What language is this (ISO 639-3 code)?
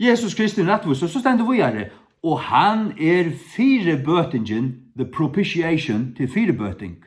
fao